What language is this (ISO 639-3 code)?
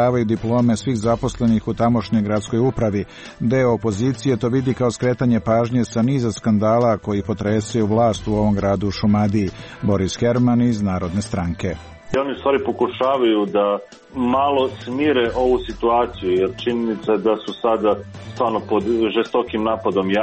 srp